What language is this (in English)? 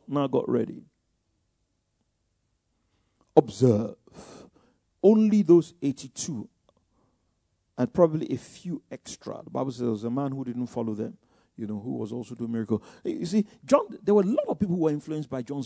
English